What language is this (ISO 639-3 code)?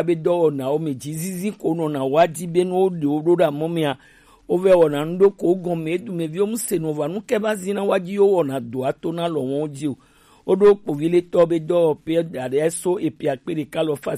gej